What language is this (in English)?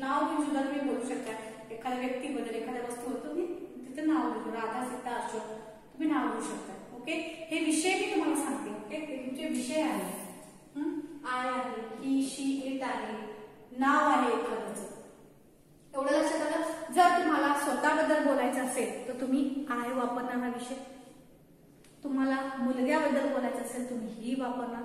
Marathi